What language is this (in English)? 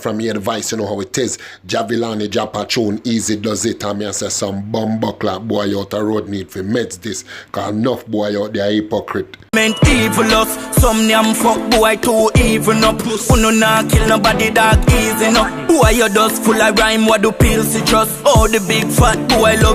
Jamaican Creole English